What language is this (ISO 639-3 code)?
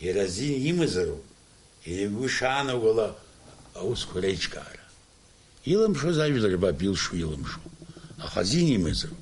abk